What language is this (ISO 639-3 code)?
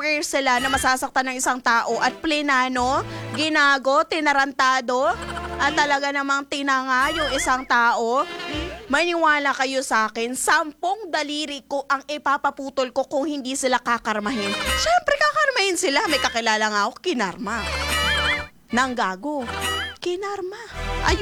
fil